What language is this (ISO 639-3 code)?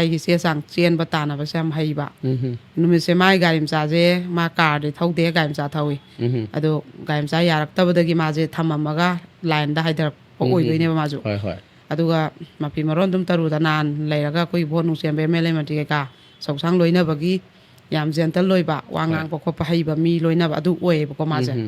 mni